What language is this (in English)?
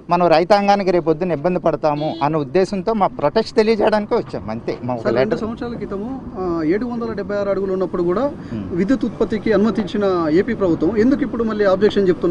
Telugu